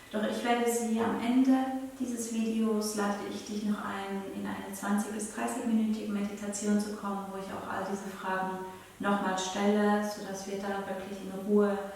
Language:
Swiss German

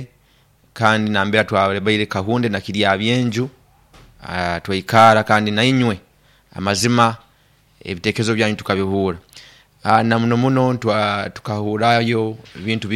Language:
Nyoro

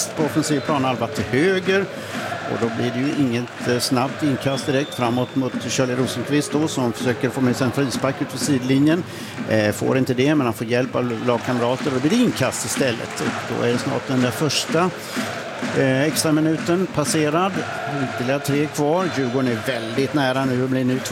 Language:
Swedish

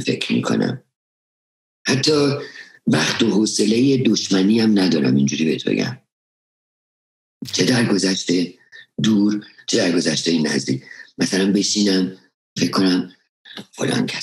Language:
Persian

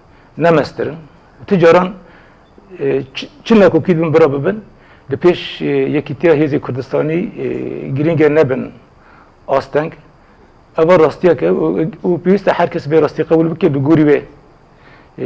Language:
Kurdish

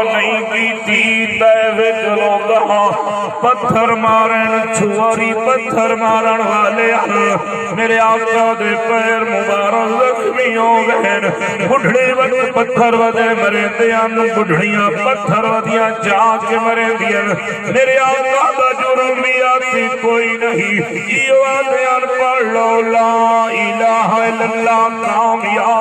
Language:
Saraiki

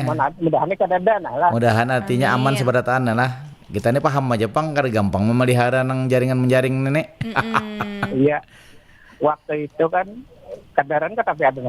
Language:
Banjar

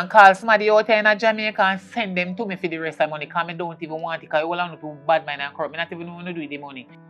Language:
Jamaican Creole English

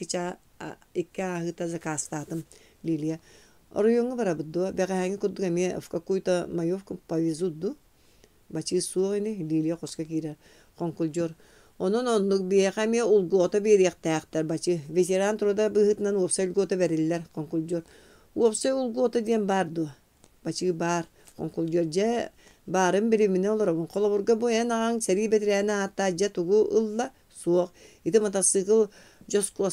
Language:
Yakut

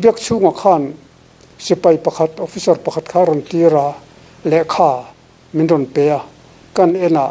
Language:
Mizo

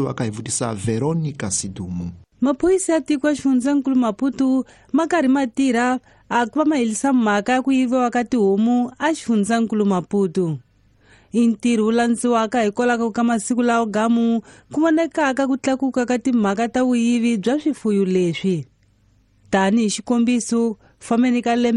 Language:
Tsonga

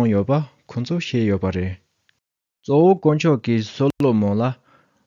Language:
Tibetan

